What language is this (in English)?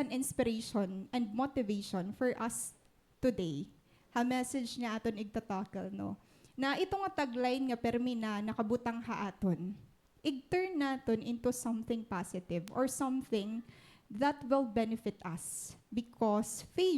Waray